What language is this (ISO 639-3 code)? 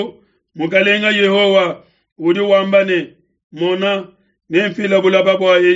lua